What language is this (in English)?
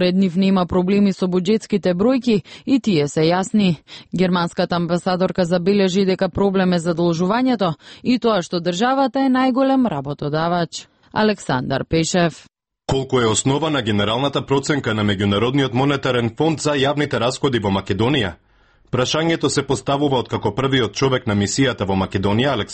Macedonian